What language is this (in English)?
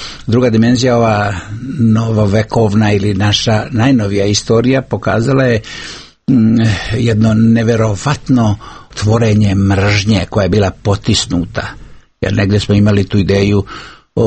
Serbian